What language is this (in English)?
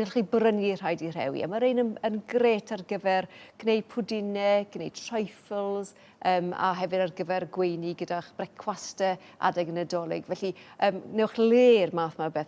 Welsh